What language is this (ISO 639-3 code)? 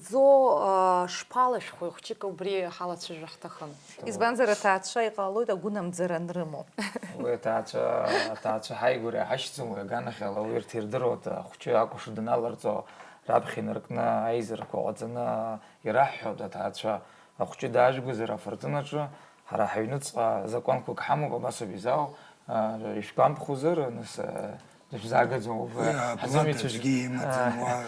abk